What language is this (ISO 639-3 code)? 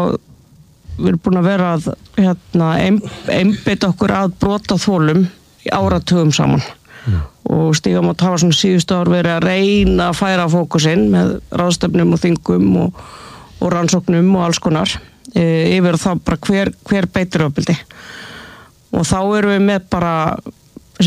isl